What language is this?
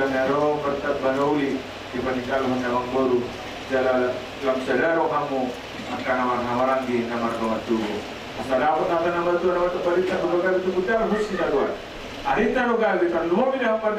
Batak Toba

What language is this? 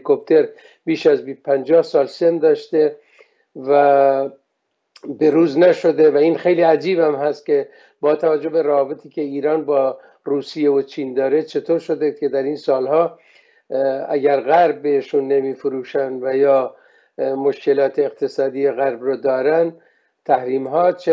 Persian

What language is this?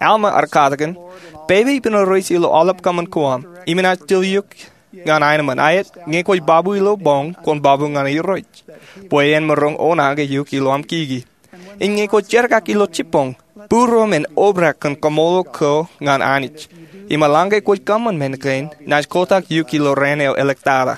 Marshallese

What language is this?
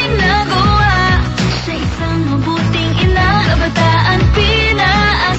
Filipino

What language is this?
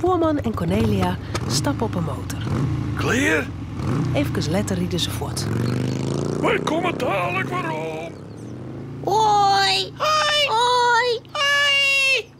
Western Frisian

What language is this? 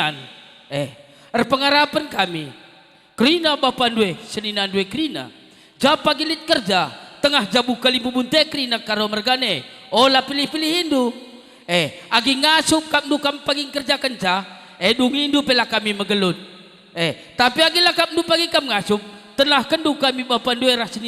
Batak Karo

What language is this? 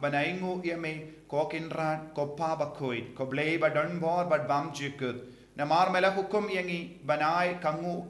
Khasi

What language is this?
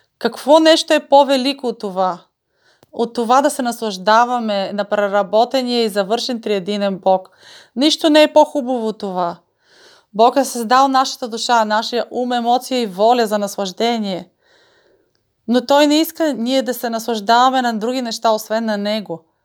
Bulgarian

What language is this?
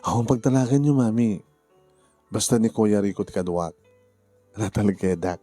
Iloko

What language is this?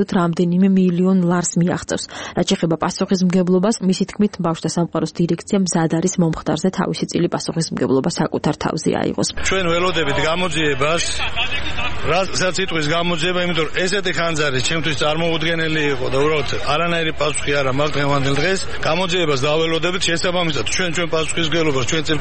Georgian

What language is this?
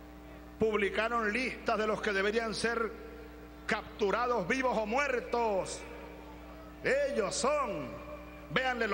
Spanish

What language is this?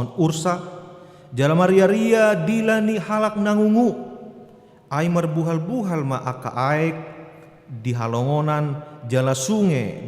Batak Toba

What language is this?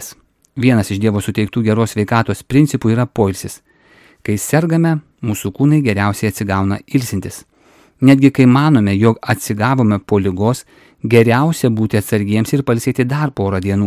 Lithuanian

